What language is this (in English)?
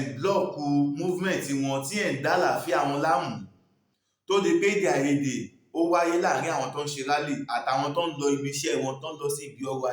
Yoruba